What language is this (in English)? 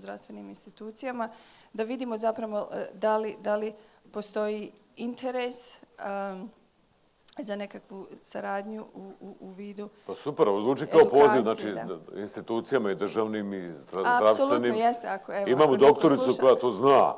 Bosnian